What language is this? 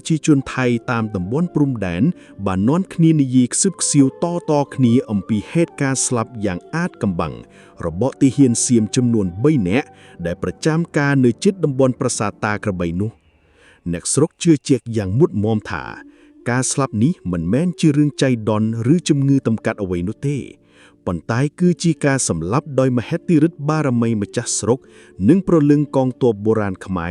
Khmer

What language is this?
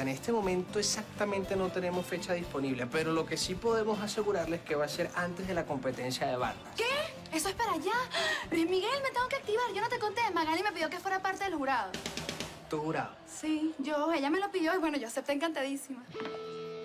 Spanish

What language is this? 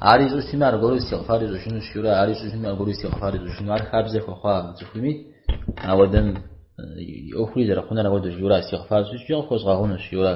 Kabardian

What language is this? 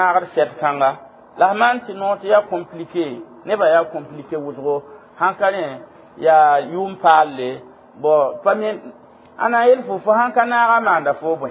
Mossi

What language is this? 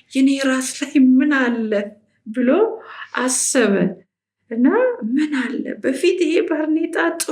Amharic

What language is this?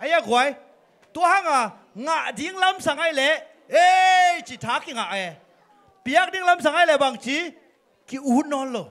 Tedim Chin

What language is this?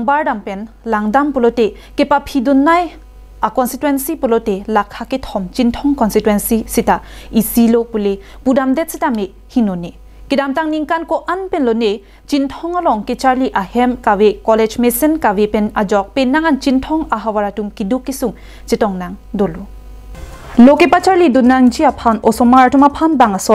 Karbi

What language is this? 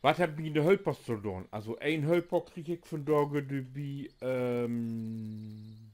Low German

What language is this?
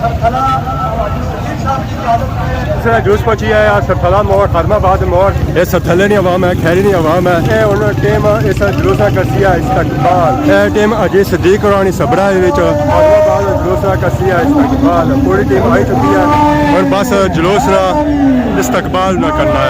Pahari-Potwari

